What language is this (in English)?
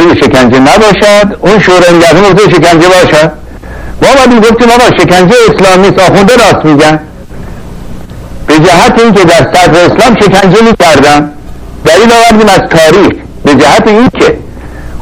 Persian